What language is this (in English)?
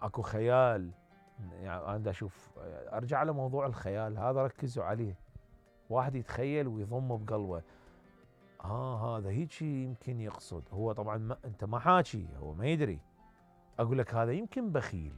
Mesopotamian Arabic